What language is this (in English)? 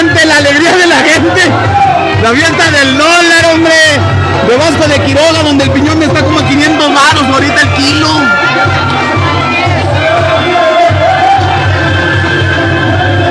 Spanish